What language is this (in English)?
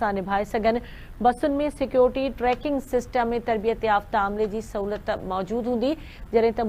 Sindhi